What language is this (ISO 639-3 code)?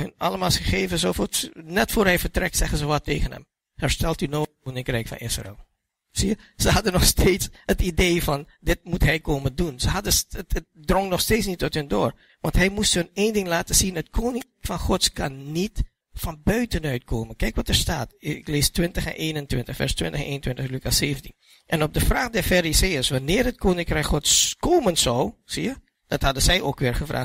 nld